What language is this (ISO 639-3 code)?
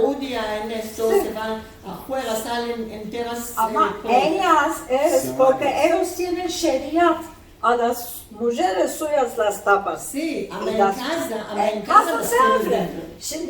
lad